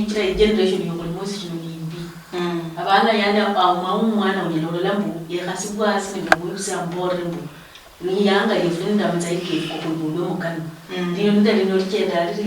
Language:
Luyia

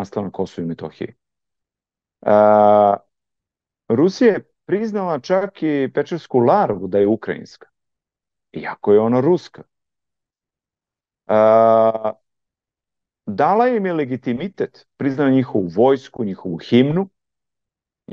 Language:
Serbian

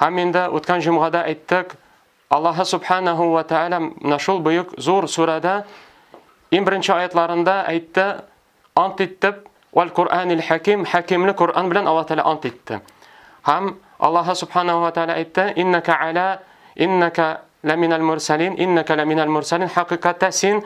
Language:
Tatar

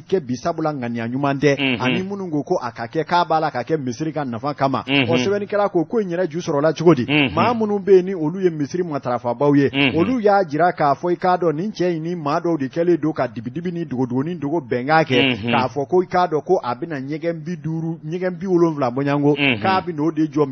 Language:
Bambara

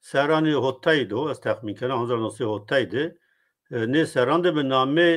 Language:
Zaza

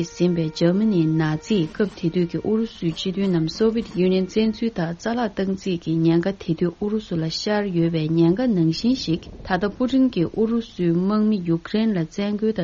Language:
Tibetan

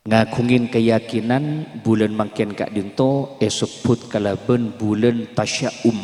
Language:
Madurese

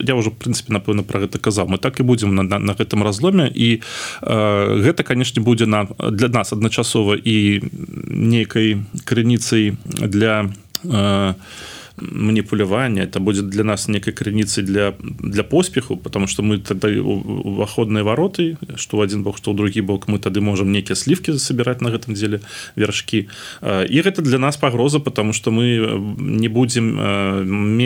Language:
Belarusian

